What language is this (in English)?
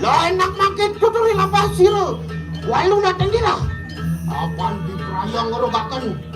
Balinese